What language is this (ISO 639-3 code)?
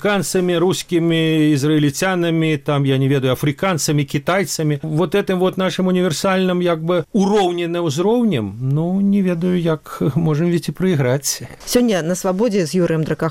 bel